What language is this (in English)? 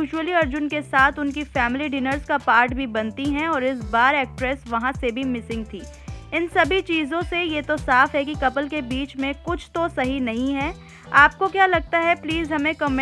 Hindi